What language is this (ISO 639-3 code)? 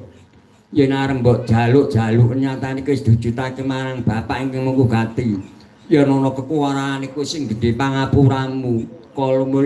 jav